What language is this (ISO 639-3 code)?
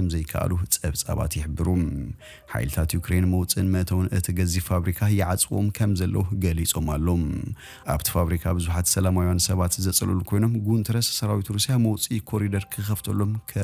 tir